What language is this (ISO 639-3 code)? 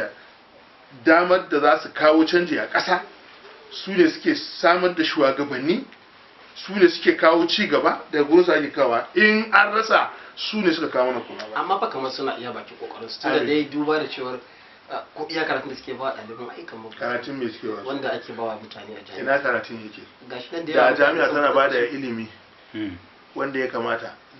hau